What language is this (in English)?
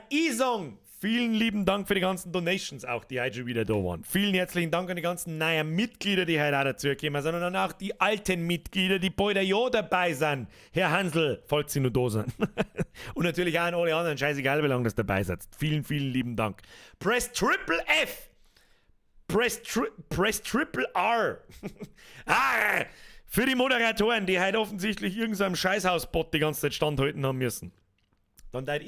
Bavarian